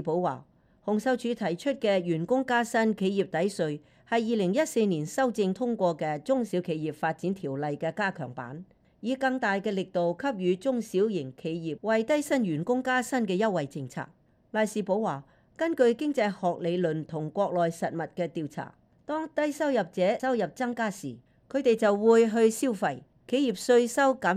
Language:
Cantonese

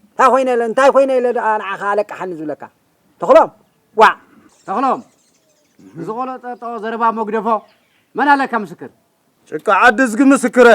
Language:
Tigrinya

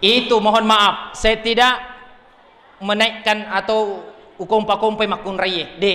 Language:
Buginese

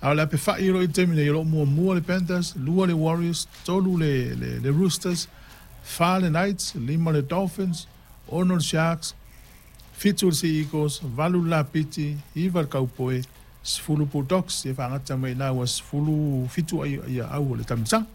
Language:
Samoan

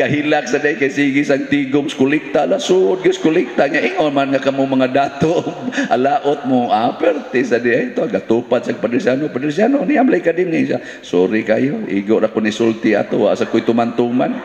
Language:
Cebuano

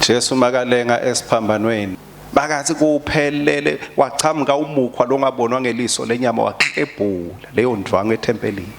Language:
Swati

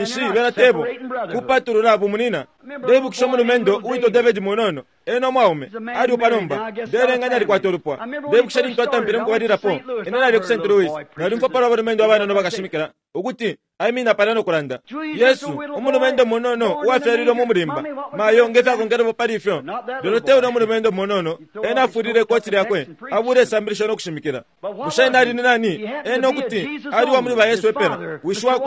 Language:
Bemba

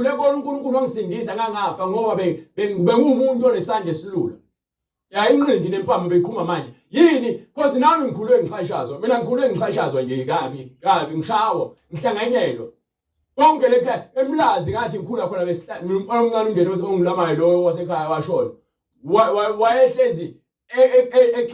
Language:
Zulu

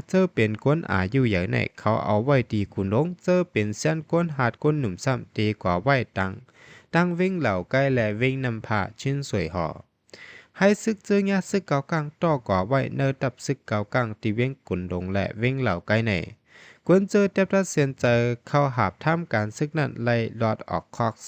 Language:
Shan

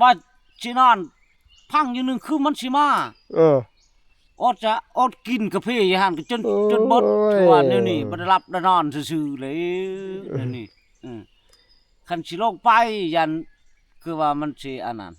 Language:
Northeastern Thai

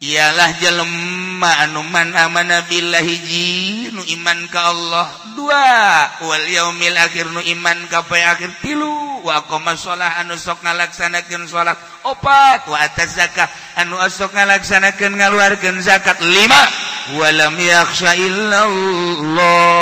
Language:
Sundanese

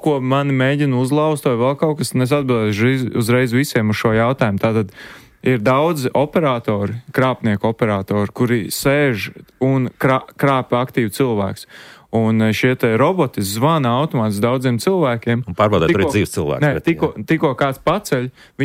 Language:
Latvian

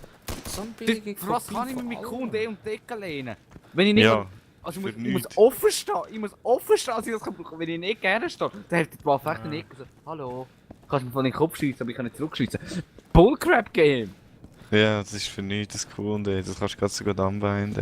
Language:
Swiss German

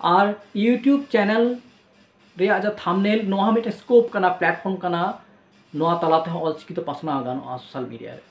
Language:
Santali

